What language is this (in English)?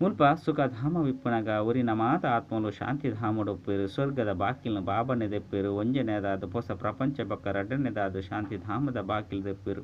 Tulu